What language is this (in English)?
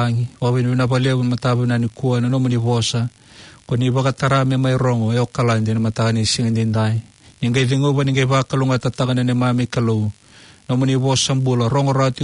Fijian